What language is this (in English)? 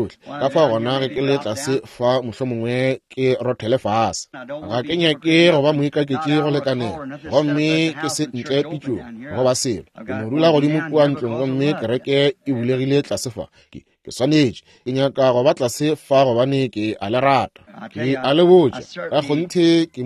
Northern Sotho